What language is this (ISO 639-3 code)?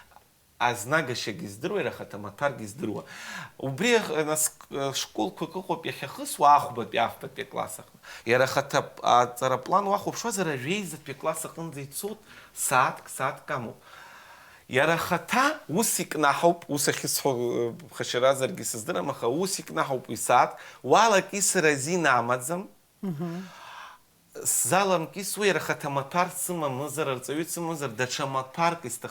abk